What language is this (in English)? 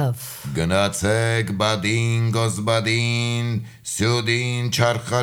Armenian